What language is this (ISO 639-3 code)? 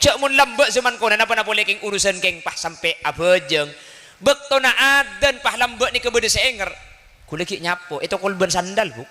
mad